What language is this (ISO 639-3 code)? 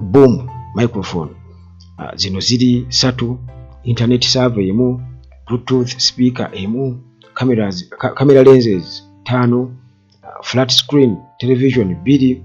lug